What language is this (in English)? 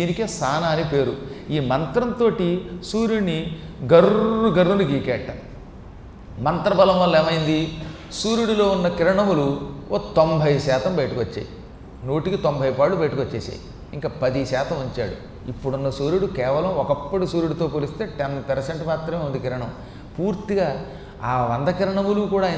Telugu